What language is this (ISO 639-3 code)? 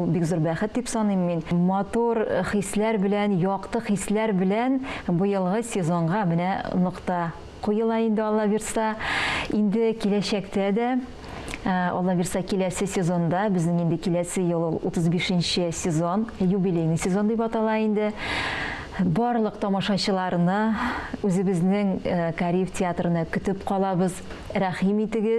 tat